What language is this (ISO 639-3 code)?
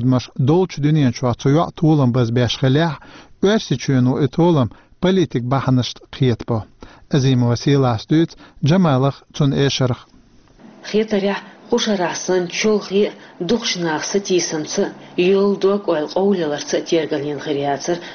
che